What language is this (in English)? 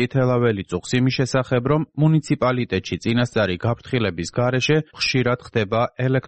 Georgian